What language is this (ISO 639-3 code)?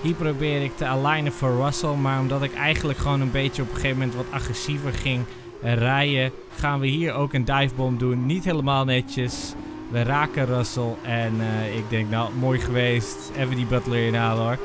nld